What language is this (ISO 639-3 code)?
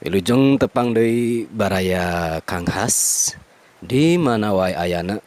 sun